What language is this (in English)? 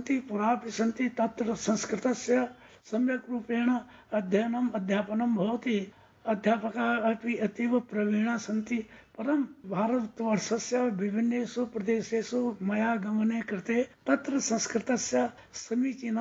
Sanskrit